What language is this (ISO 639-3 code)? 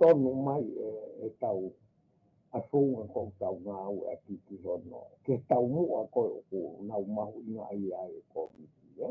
ton